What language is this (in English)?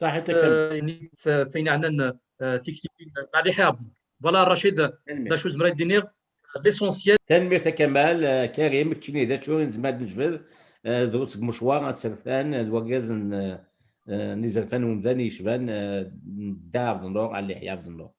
Kabyle